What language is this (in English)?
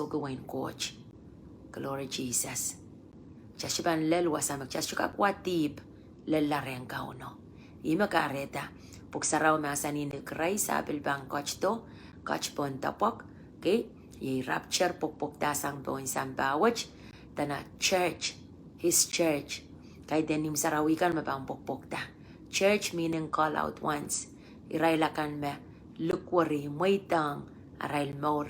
Pohnpeian